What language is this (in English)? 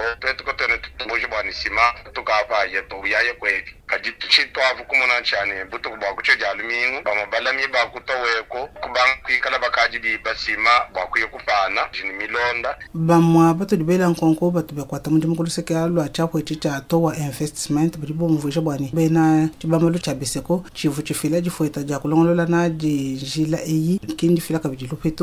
Luba-Lulua